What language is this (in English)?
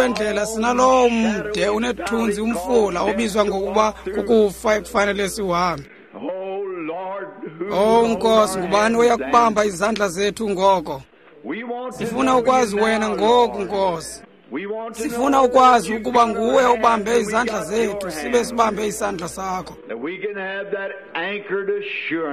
Xhosa